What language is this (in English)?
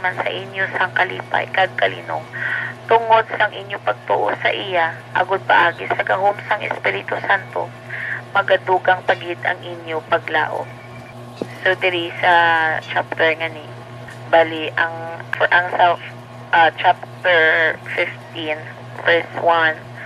Hiligaynon